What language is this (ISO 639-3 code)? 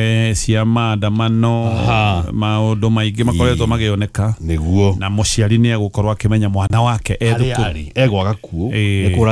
kik